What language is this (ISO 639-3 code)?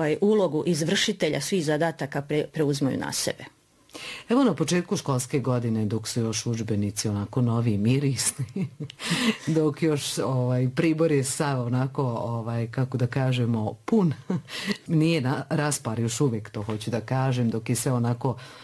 bos